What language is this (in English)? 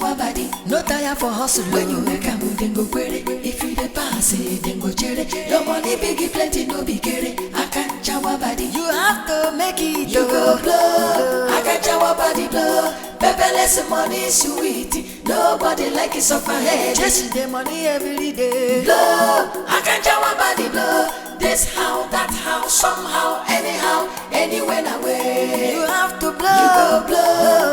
Nigerian Pidgin